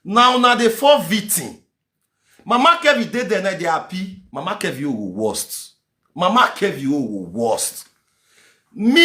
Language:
Nigerian Pidgin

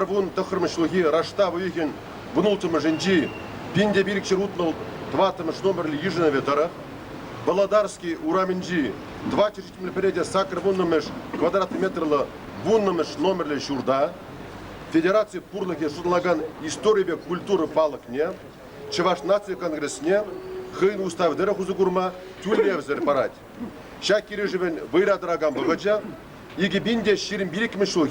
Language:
Chuvash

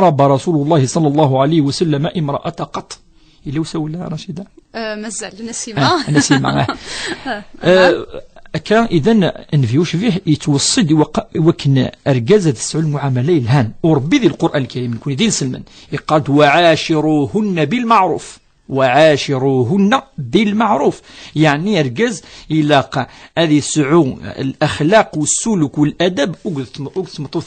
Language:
Kabyle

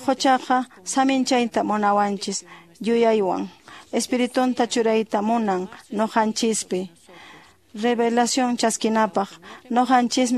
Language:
Quechua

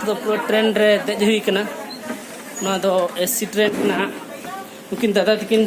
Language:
Santali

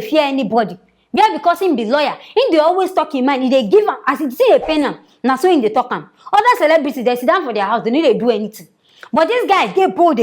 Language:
Nigerian Pidgin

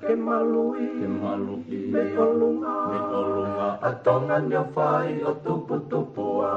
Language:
Tongan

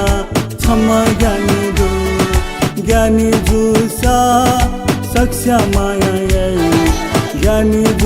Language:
Newari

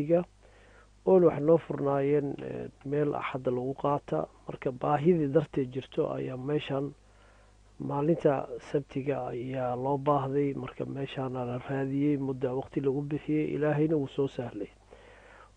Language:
Somali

